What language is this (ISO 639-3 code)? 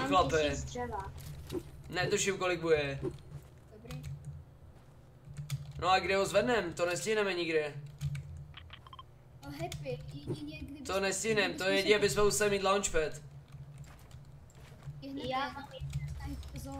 ces